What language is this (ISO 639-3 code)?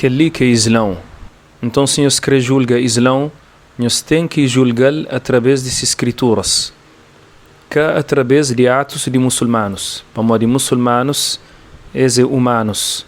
kea